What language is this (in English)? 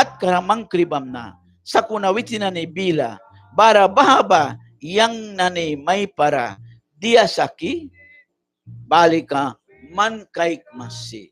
Mískito